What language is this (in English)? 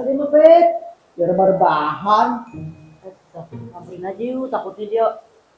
Betawi